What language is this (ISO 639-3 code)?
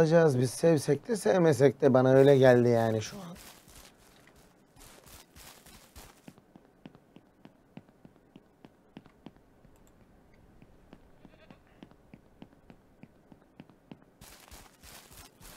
tur